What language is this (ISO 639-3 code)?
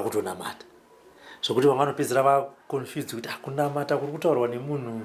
sna